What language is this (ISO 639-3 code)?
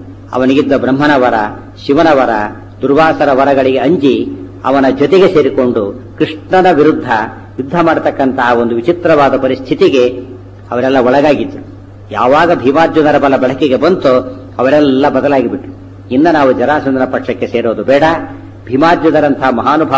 kan